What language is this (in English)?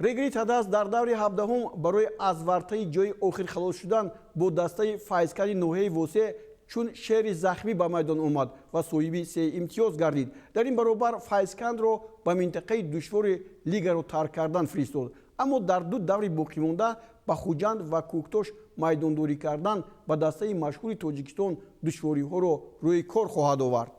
Tajik